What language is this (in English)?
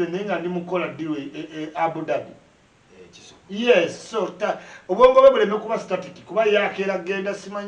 Ganda